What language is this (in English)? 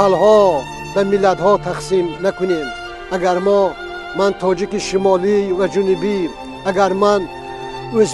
Tajik